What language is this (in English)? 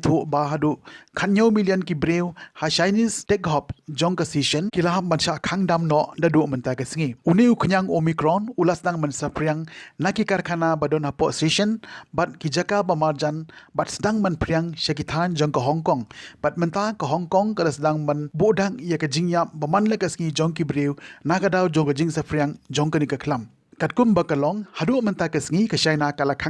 Khasi